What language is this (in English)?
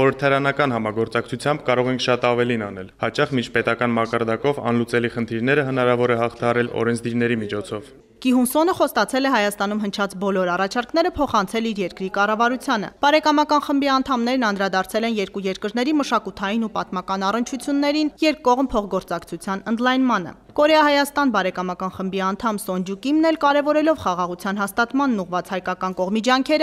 Armenian